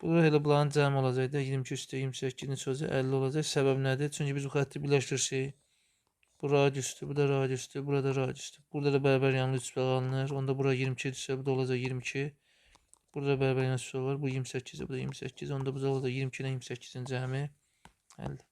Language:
Azerbaijani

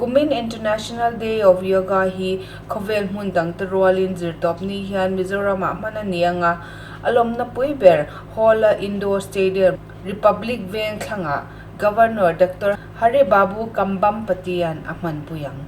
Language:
Mizo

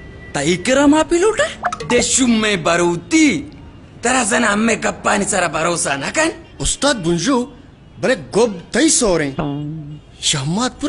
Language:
Baluchi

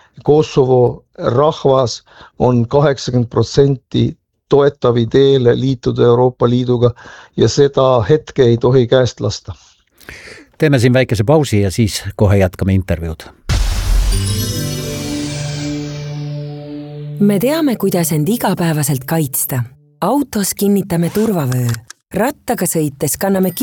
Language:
Estonian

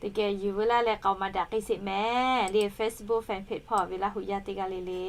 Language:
Lahu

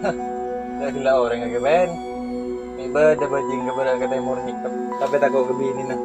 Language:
Madurese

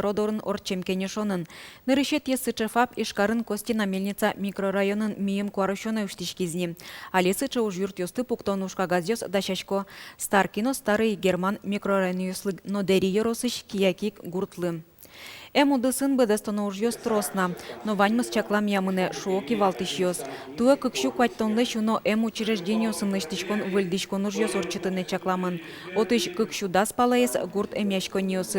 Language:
Udmurt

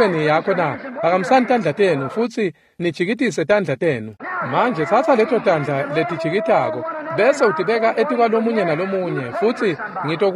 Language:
Swati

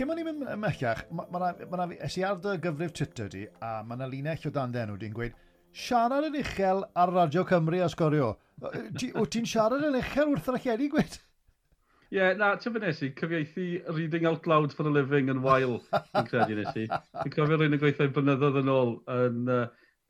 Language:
Welsh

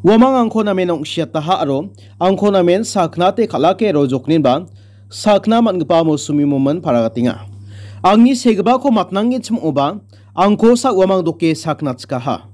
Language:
Garo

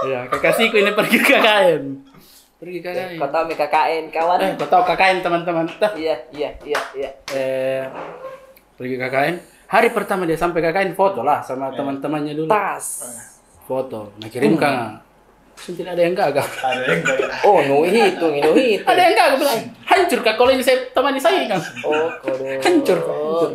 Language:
Makassar Malay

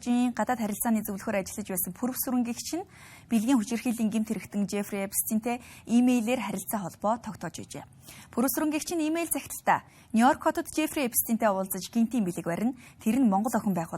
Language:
Mongolian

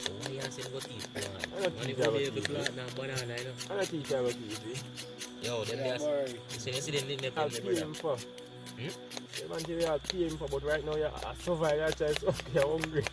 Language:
Jamaican Creole English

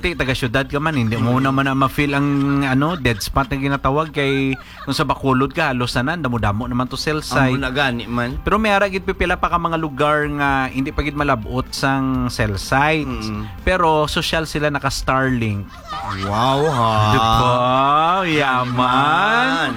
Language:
Hiligaynon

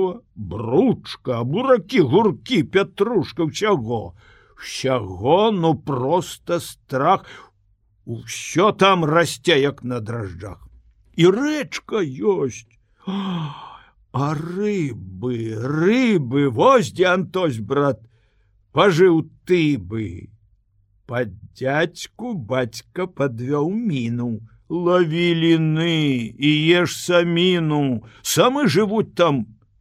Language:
Belarusian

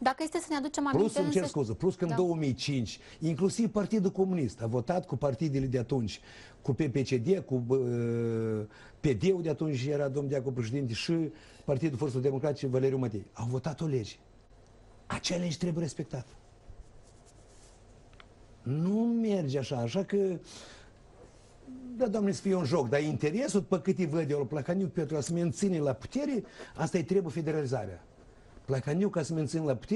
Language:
Romanian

